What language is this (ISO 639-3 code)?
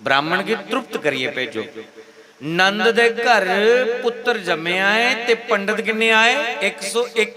doi